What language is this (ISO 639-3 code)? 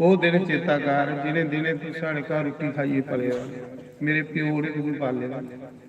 doi